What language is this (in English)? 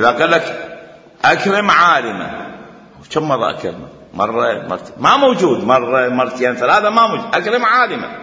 Mesopotamian Arabic